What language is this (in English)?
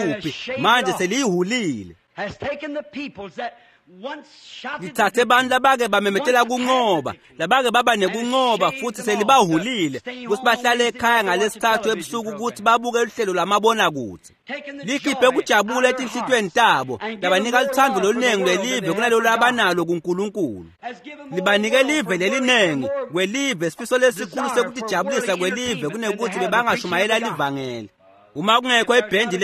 Swati